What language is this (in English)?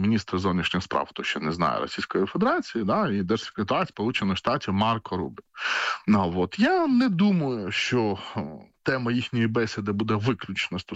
Ukrainian